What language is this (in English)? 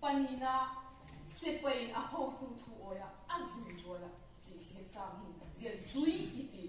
Vaiphei